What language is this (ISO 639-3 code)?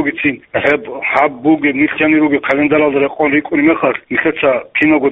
ava